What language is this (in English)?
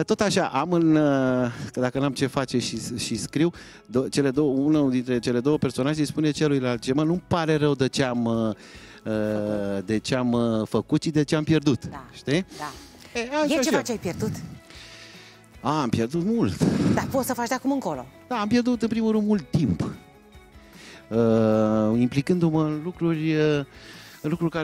Romanian